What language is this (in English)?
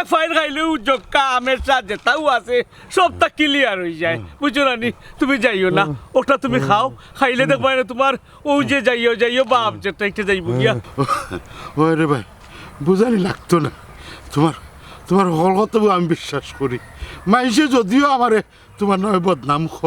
Sylheti